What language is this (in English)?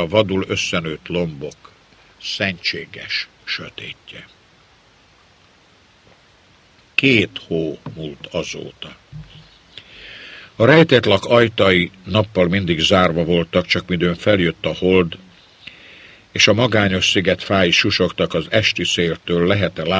Hungarian